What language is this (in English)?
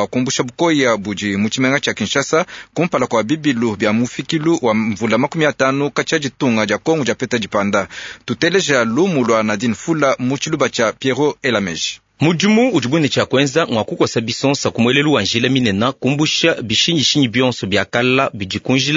Luba-Lulua